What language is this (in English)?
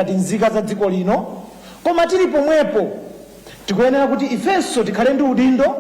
Nyanja